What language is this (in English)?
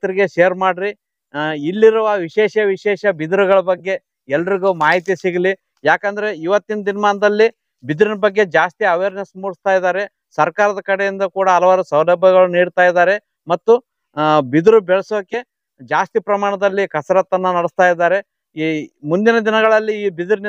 Kannada